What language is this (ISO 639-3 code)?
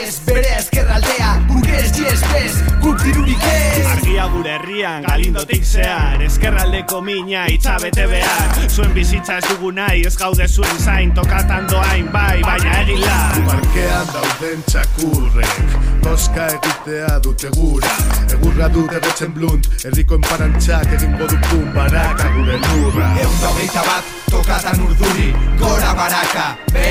eus